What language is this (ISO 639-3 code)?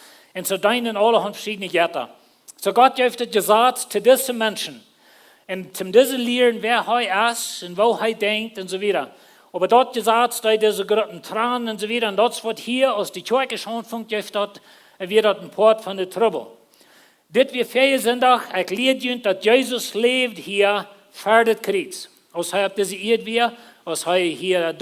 pdt